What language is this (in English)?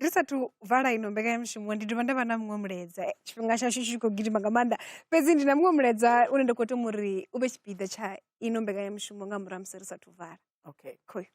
Venda